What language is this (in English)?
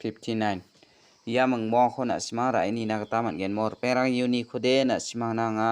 Garo